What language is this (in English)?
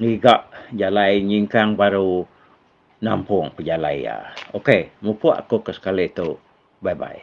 Iban